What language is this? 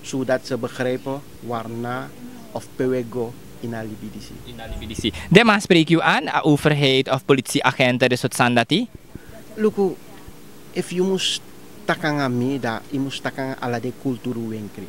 Sranan Tongo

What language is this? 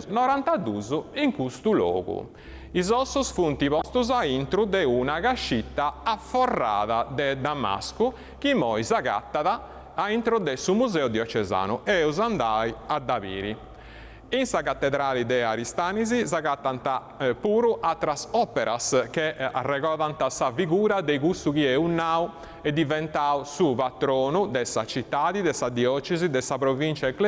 Sardinian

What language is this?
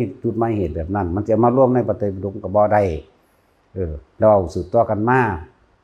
Northeastern Thai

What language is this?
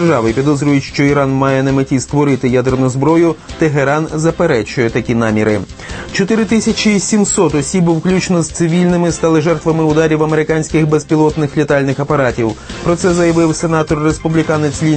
Ukrainian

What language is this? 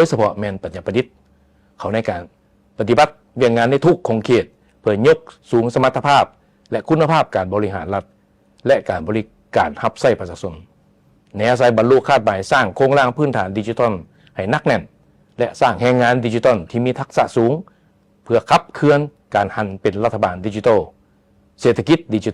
Lao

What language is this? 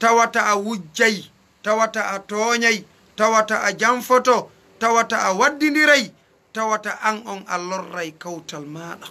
Fula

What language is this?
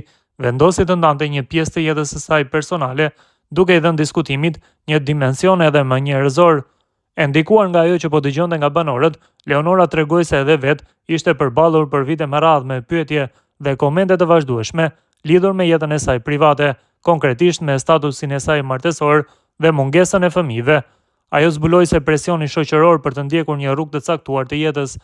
Albanian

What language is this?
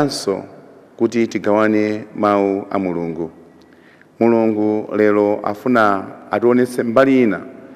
Nyanja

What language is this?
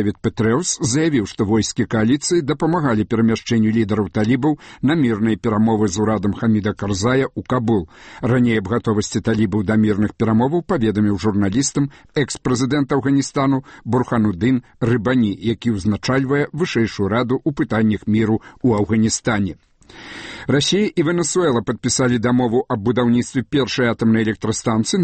Belarusian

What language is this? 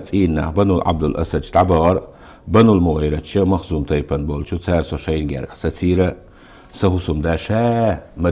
Chechen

